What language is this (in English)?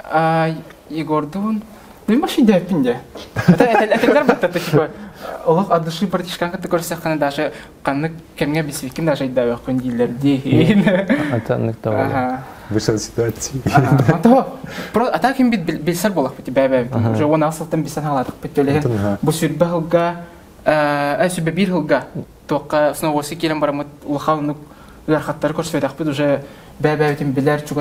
Yakut